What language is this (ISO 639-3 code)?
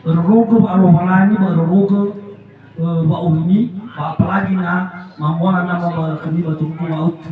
nia